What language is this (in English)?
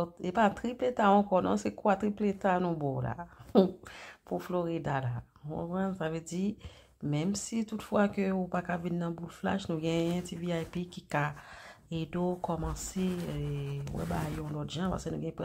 Haitian Creole